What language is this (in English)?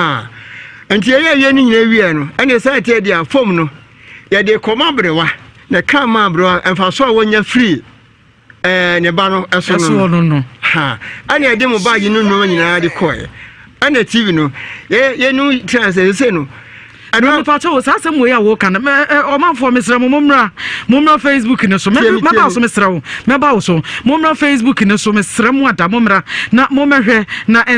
Akan